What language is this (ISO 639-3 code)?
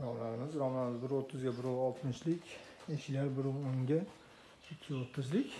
uzb